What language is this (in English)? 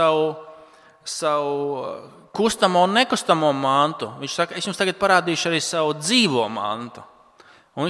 Latvian